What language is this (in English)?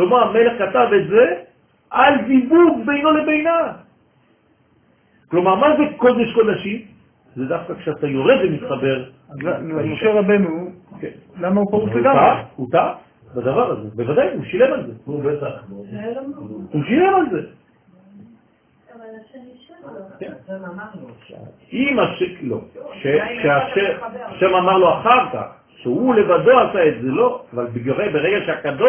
Hebrew